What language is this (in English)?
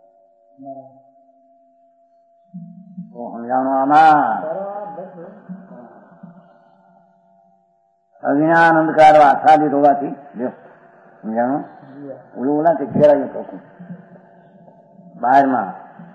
Gujarati